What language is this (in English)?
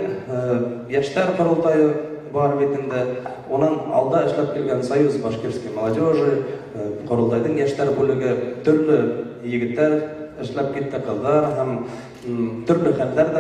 Bashkir